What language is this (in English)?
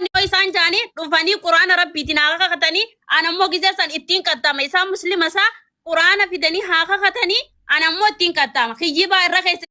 Oromo